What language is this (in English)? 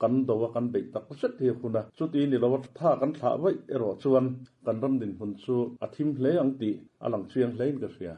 Mizo